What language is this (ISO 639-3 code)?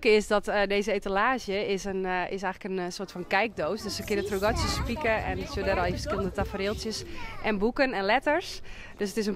fry